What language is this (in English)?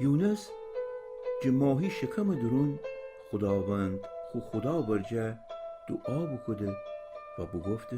Gilaki